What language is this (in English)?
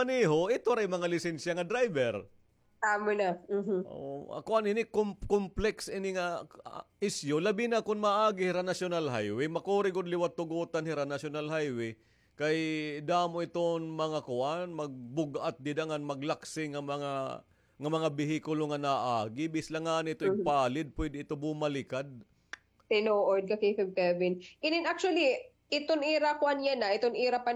Waray